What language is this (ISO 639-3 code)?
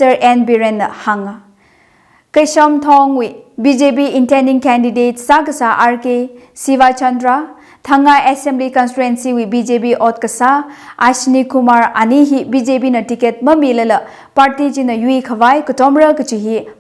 nmf